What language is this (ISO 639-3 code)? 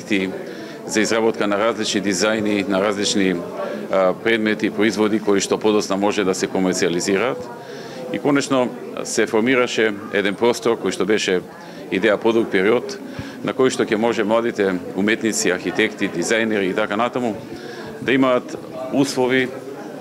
mkd